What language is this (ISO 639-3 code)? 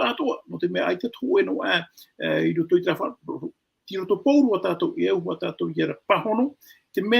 tah